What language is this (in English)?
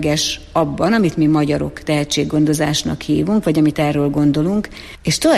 Hungarian